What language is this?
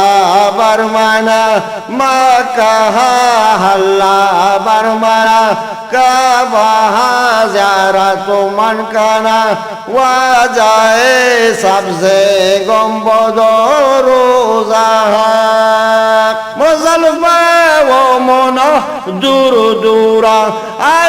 Eastern Balochi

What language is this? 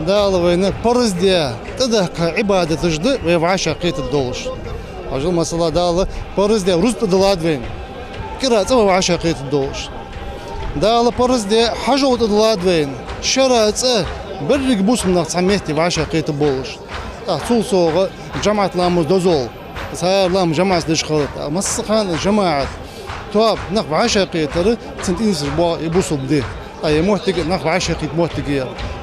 Ingush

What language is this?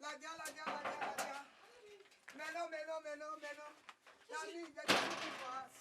Bini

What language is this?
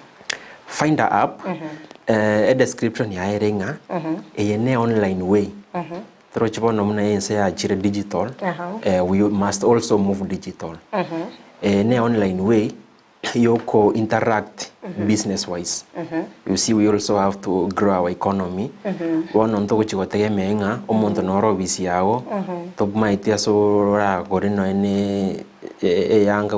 Gusii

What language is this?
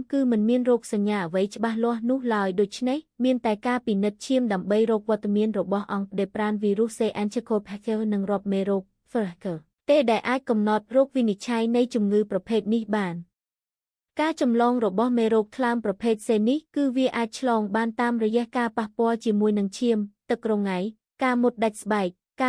Khmer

